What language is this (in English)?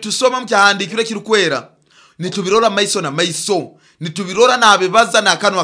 Nyoro